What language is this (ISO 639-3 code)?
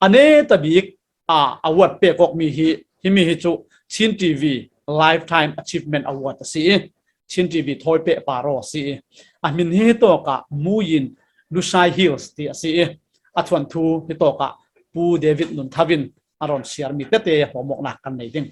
cfm